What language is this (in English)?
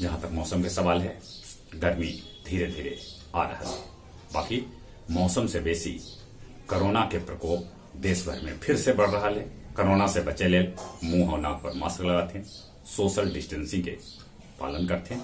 Magahi